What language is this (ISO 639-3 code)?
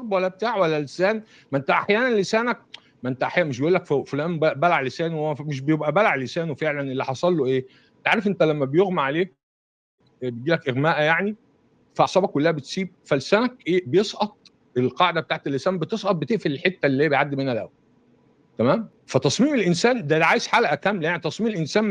arz